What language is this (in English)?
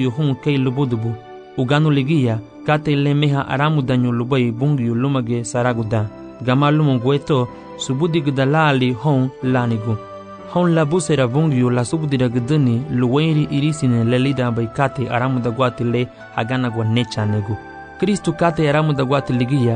Garifuna